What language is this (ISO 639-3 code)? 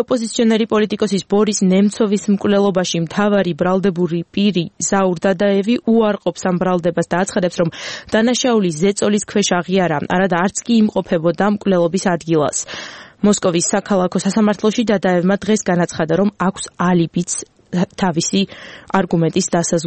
kat